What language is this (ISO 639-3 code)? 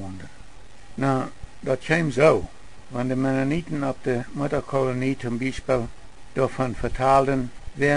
pdt